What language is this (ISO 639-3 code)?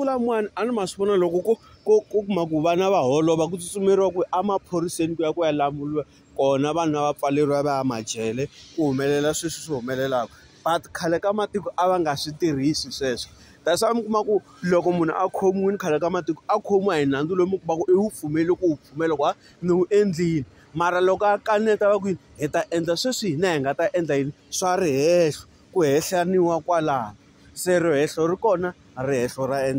tso